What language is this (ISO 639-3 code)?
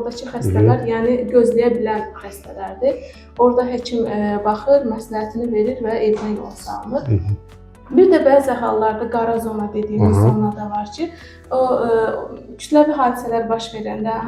aze